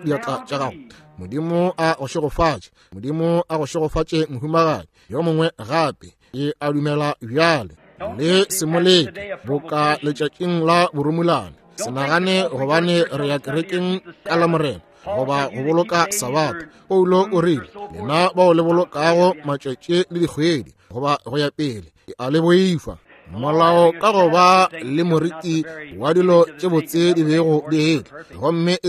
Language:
Northern Sotho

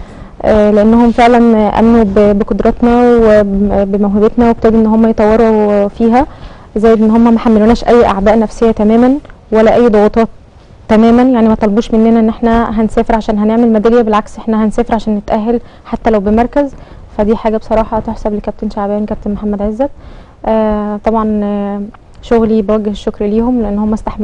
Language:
Egyptian Arabic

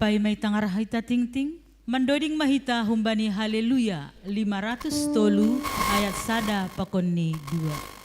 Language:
Batak Simalungun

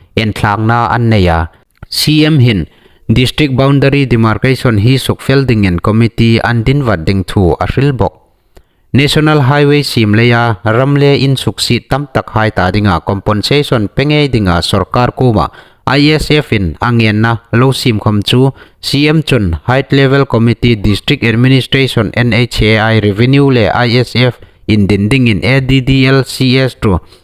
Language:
Hmar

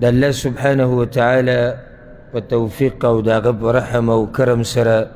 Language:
Pashto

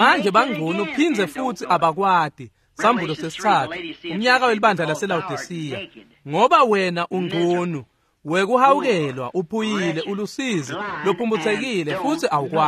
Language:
Swati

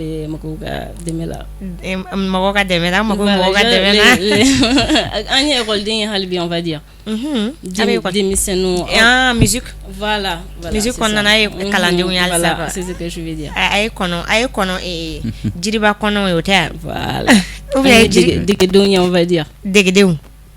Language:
Bambara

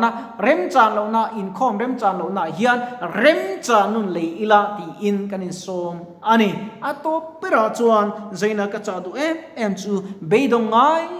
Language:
Mizo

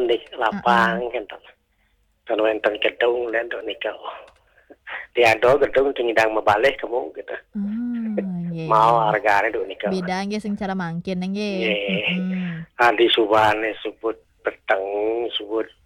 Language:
Balinese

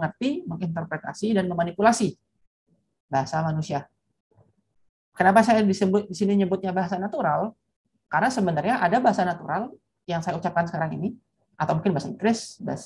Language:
Indonesian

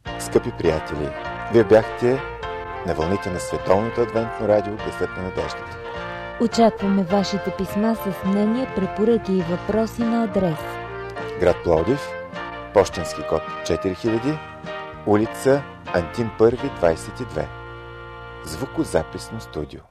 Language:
Bulgarian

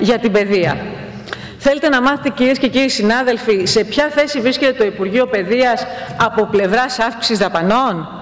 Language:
Greek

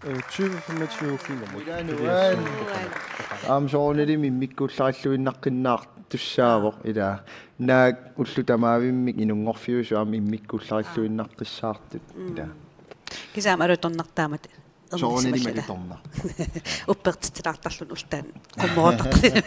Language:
Kalaallisut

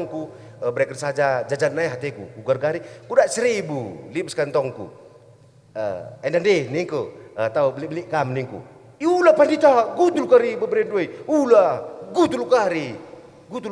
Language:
Batak Karo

